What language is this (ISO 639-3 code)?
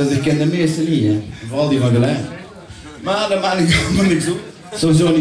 lim